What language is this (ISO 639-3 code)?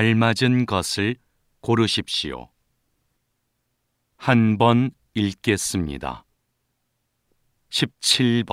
kor